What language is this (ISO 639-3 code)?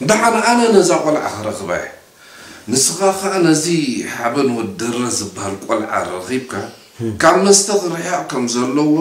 tir